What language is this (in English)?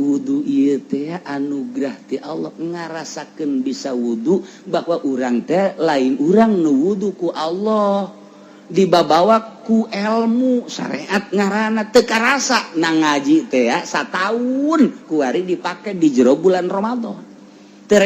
Sundanese